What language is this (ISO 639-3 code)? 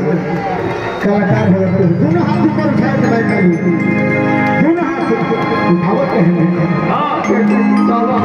bho